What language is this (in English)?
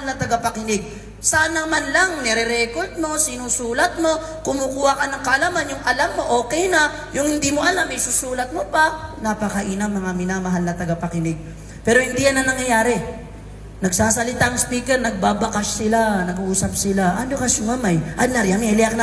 Maranao